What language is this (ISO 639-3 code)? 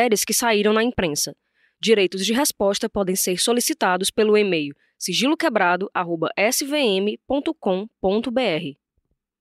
por